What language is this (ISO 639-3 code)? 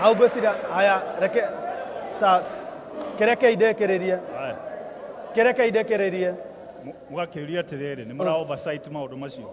kik